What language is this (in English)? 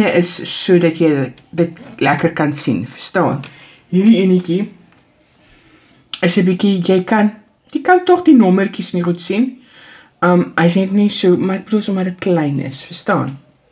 Afrikaans